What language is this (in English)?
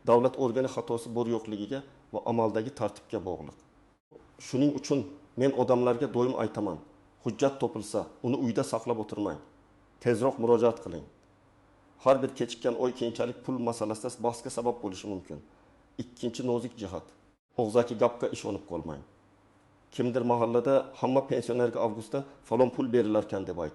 Uzbek